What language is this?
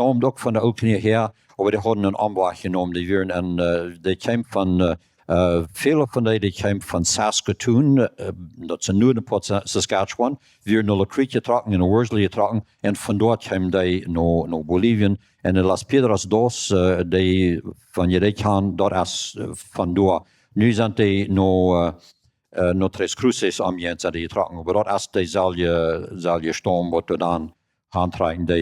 Plautdietsch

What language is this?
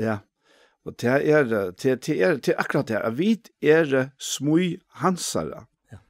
Faroese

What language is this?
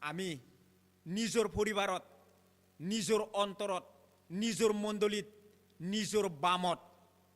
Chakma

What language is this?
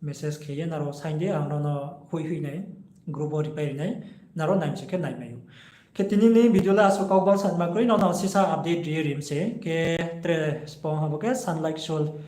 Riang (India)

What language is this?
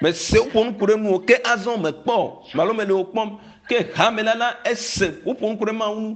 Ewe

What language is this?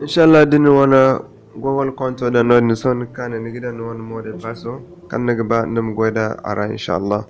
Zarma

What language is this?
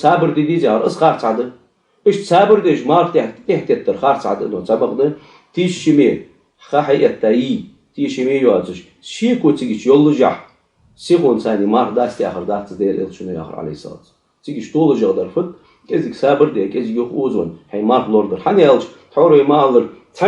Ingush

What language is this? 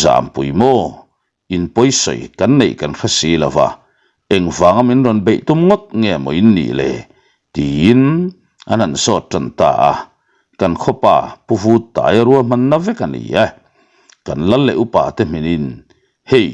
Mizo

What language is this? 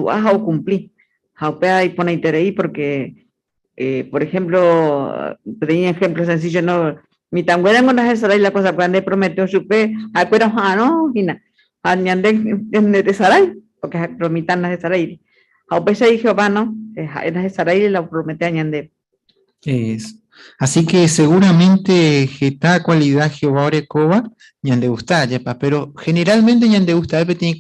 Guarani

